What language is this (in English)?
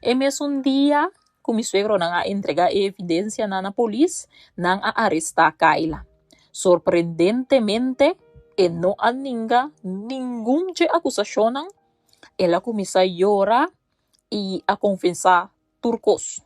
Papiamento